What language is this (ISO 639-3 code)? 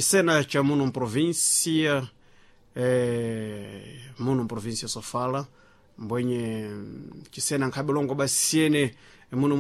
seh